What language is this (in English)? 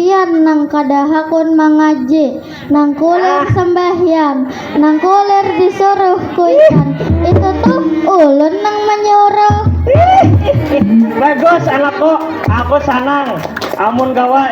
Banjar